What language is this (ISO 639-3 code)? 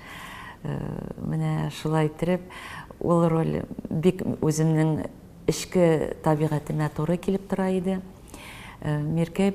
tat